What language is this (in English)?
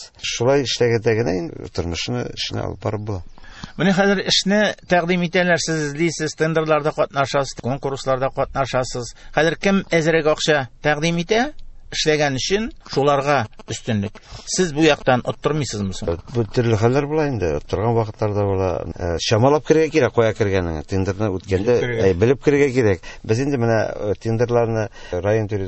Tatar